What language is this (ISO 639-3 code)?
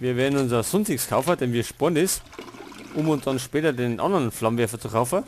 bar